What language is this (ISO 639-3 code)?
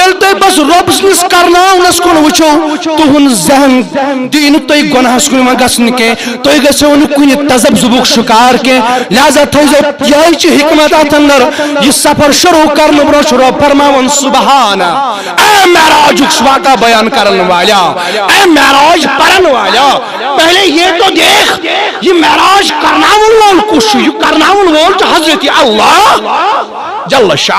kas